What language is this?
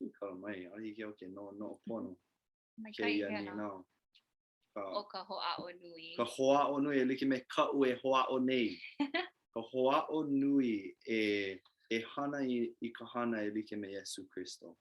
Hawaiian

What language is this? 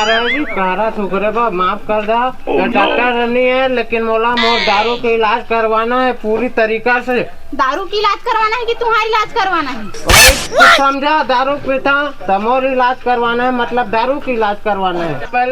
Chhattisgarhi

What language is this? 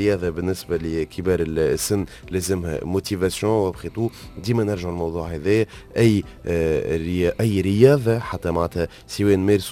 Tunisian Arabic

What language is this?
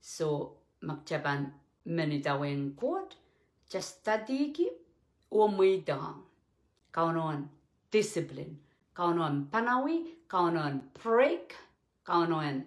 Pohnpeian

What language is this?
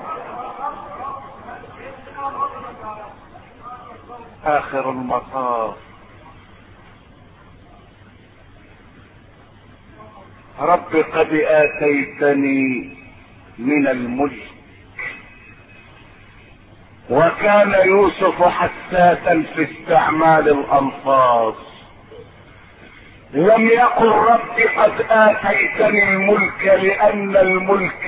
Arabic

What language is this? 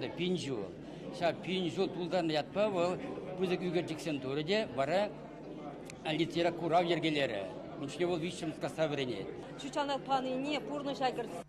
Chuvash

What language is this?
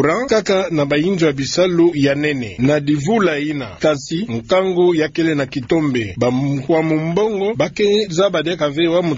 Kituba (Democratic Republic of Congo)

